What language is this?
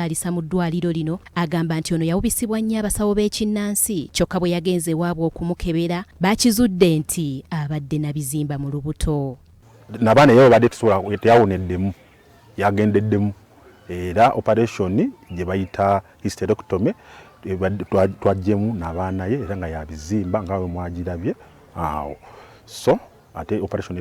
Ganda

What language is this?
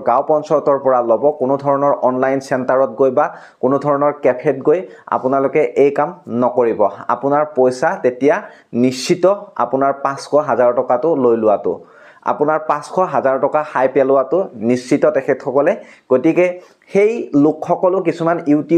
Assamese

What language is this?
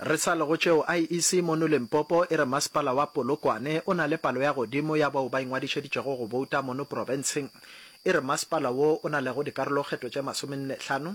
Northern Sotho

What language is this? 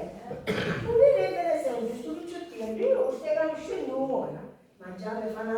Sicilian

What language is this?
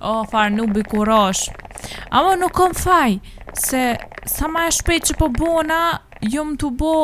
Albanian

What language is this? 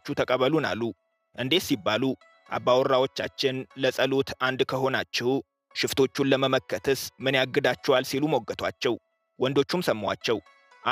Amharic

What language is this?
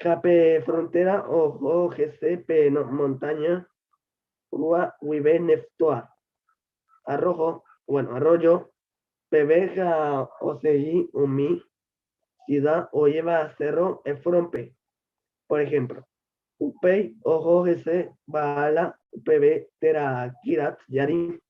Guarani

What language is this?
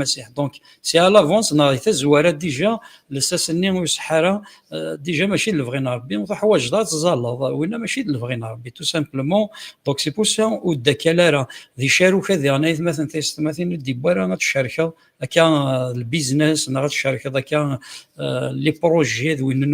Kabyle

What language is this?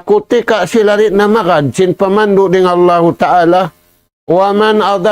Tausug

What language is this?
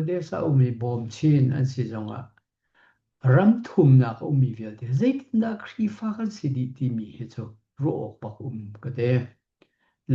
Hakha Chin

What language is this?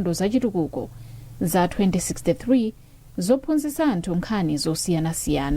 Nyanja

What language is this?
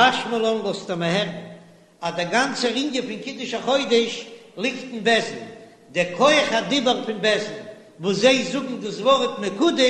Yiddish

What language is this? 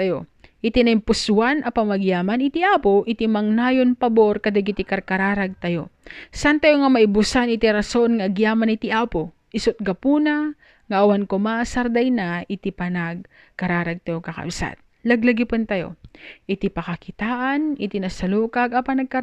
Iloko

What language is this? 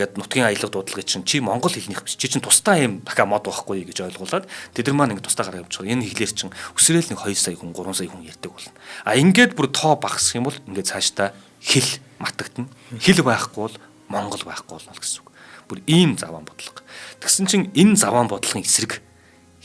Mongolian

